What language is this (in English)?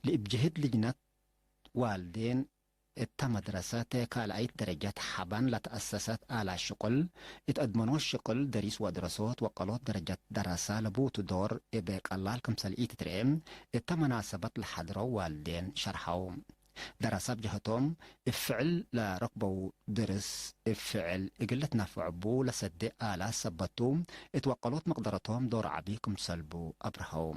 Tigre